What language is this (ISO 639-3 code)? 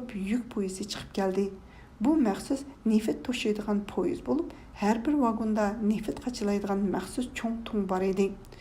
uig